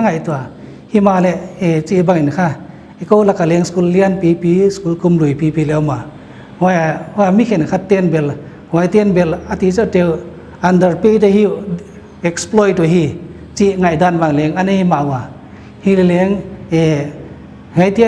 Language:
Paite Chin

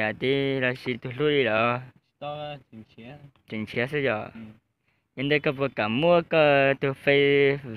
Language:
Hmong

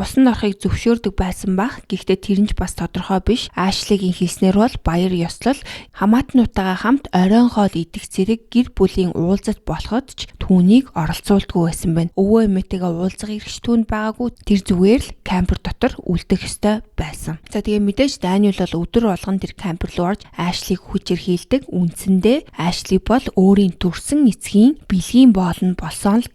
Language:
Mongolian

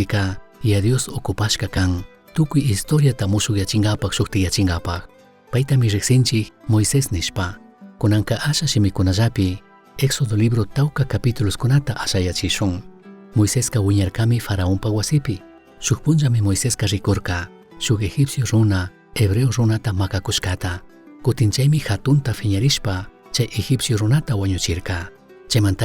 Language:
Chimborazo Highland Quichua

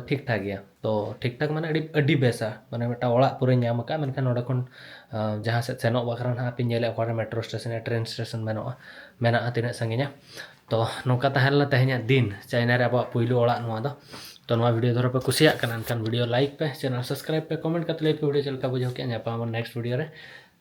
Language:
Santali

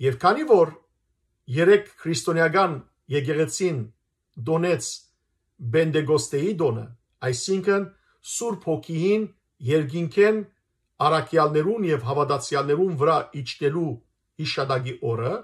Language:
Western Armenian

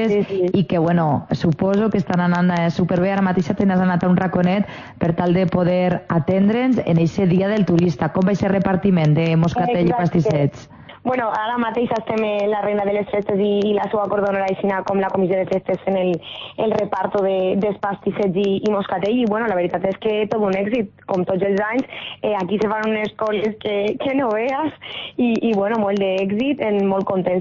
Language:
Catalan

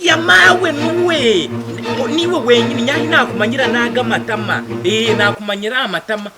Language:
Nyankole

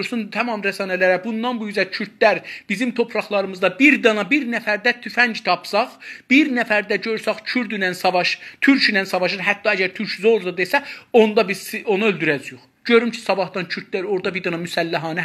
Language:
South Azerbaijani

